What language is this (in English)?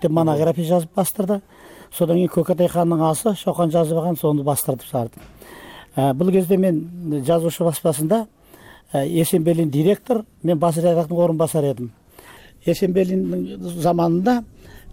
Kyrgyz